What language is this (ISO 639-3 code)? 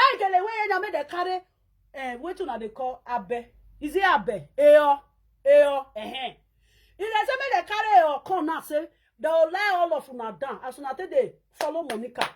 pcm